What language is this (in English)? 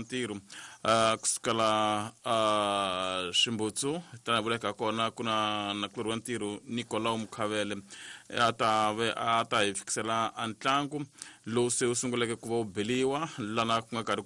Tsonga